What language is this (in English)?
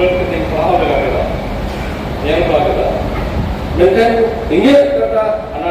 Santali